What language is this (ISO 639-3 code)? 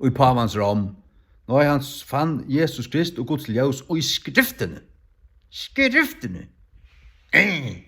fao